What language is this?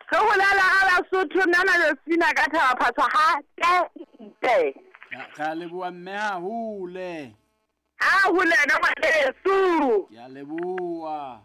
Southern Sotho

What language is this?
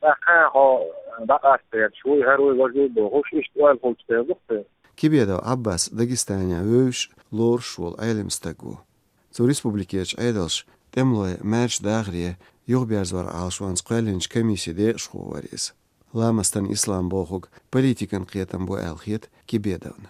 Chechen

